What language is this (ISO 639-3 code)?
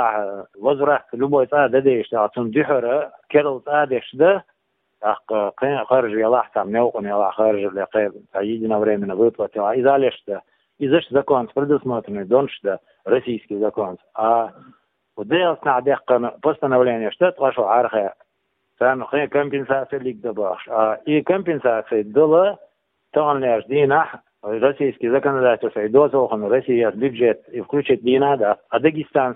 che